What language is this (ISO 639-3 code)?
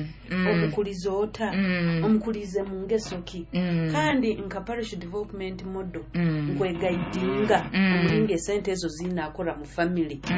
nyo